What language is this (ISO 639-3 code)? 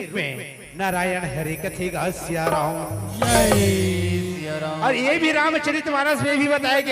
hne